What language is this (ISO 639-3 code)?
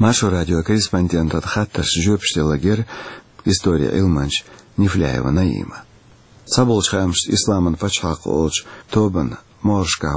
che